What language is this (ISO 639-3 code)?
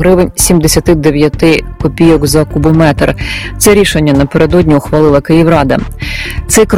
ukr